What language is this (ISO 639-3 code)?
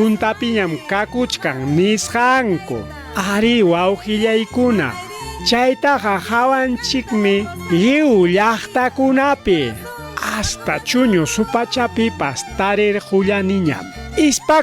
quy